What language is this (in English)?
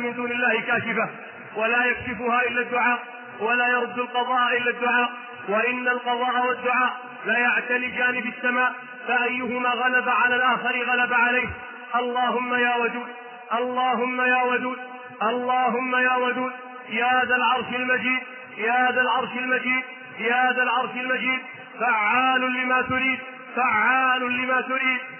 Arabic